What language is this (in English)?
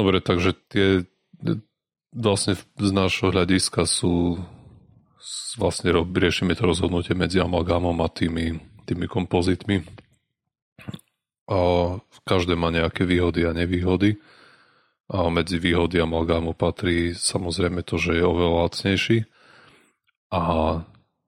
Slovak